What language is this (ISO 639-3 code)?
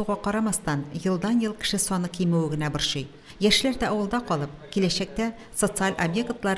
tat